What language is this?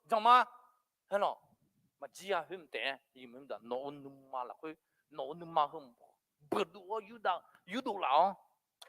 Akha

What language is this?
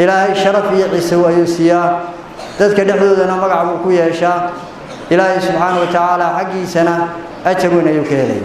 Somali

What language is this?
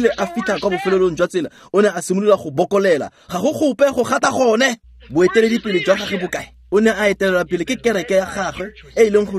Tswana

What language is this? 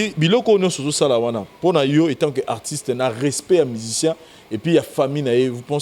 Lingala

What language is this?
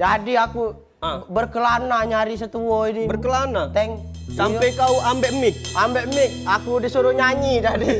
Musi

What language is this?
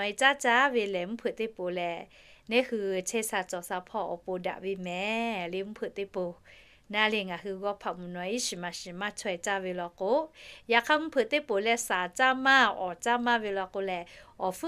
Lahu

